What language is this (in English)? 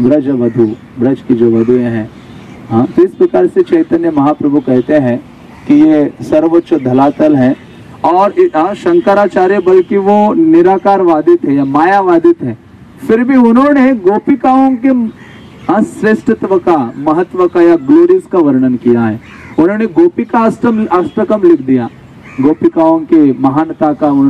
Hindi